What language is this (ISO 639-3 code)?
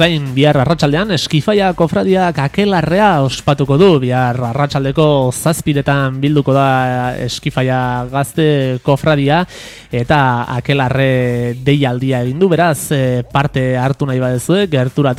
eus